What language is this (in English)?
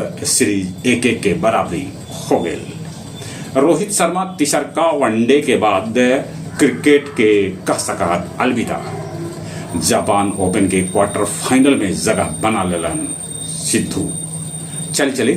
Magahi